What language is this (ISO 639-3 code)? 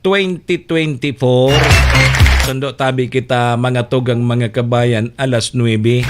bik